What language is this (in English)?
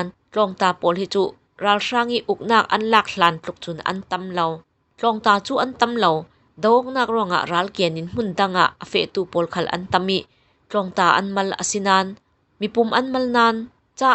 Falam Chin